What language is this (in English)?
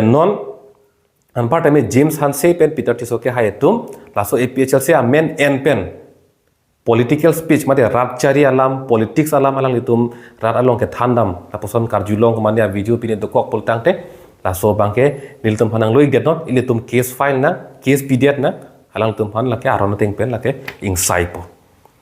Karbi